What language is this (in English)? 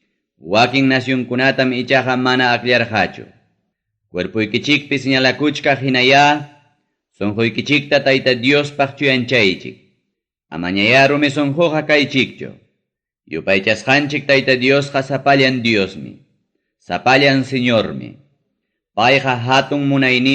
Ayacucho Quechua